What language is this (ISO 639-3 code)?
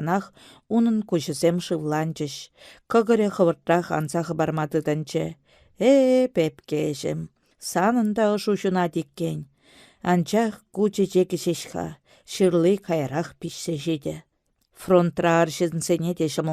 chv